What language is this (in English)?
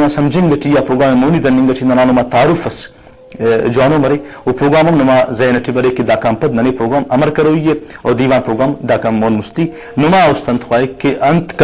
Brahui